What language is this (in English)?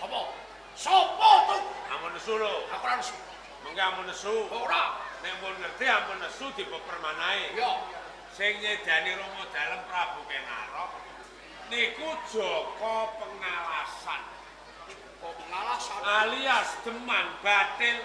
Javanese